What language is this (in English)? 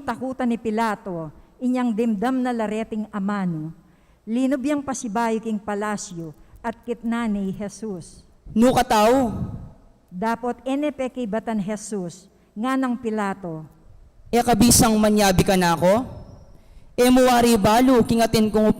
Pampanga